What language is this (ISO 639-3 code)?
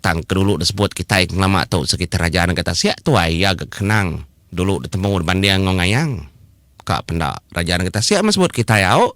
iba